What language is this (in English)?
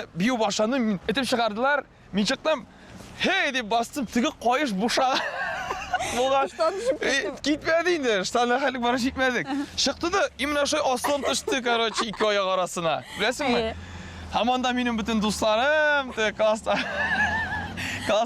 Tatar